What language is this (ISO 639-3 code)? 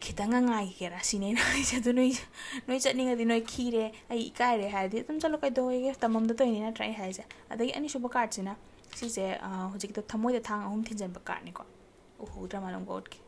mni